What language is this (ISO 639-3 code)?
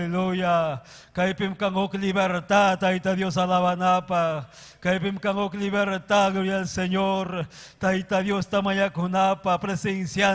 quy